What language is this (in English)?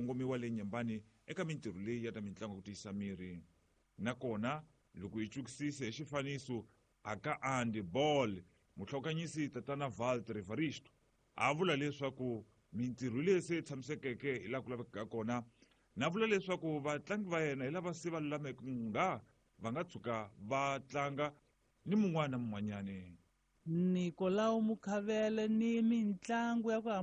Tsonga